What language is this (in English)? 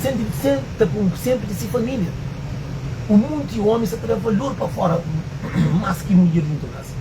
Kabuverdianu